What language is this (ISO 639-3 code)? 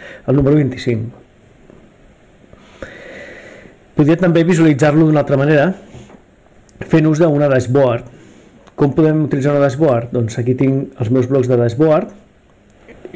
cat